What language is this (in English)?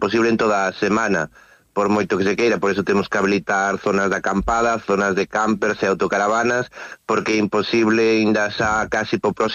Galician